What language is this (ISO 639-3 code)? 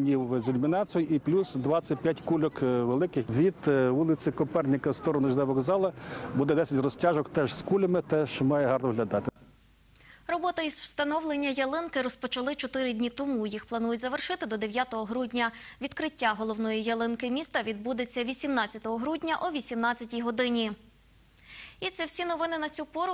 ukr